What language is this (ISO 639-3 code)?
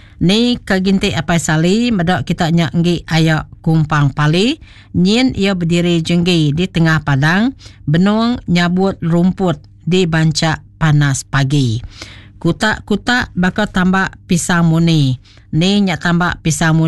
iba